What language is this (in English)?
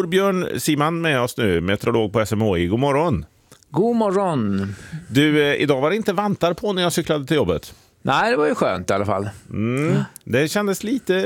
Swedish